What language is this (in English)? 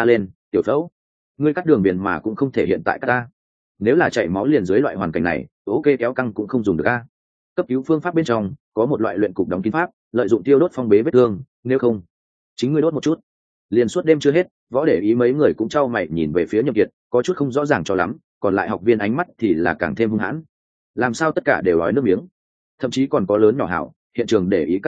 Vietnamese